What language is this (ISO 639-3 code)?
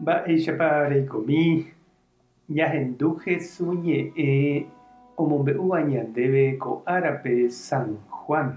grn